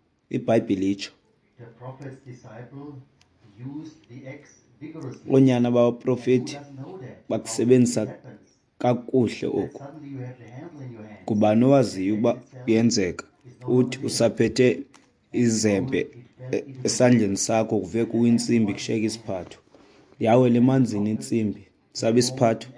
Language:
Xhosa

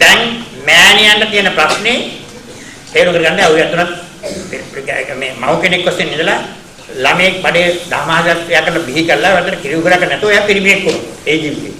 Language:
Sinhala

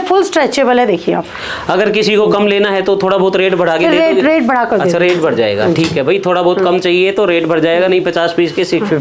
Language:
Hindi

